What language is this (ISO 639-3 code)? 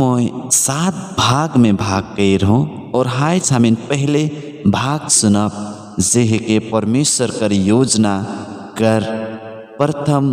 sck